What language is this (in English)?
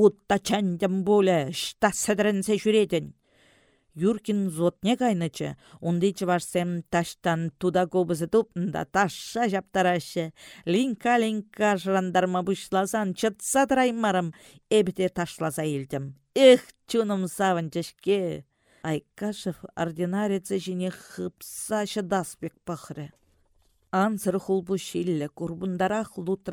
Chuvash